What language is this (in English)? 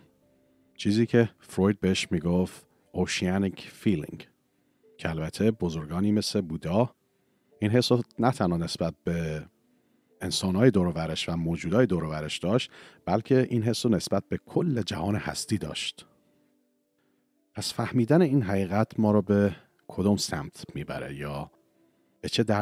Persian